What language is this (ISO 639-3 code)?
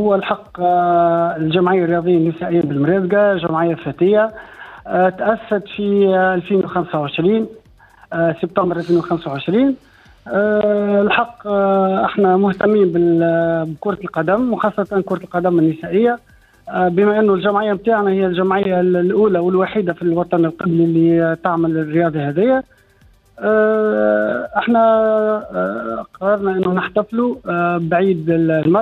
aeb